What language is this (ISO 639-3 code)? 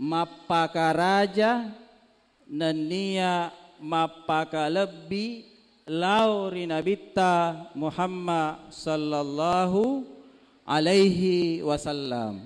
bug